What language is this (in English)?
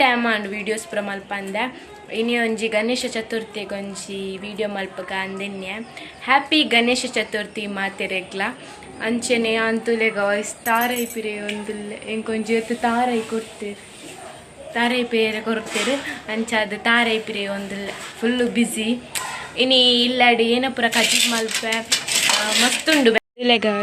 Tulu